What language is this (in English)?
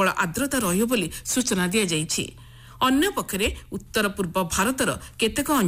Odia